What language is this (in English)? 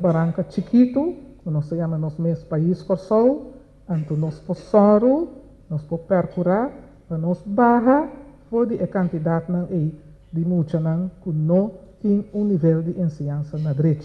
Papiamento